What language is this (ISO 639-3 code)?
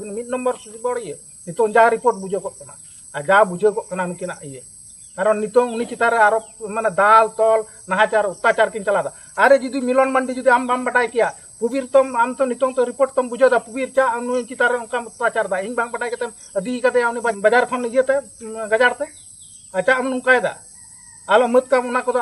sat